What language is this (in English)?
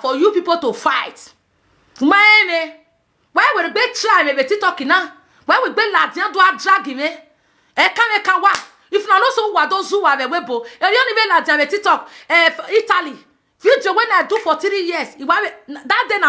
Nigerian Pidgin